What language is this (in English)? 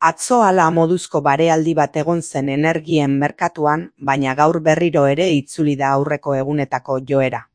Basque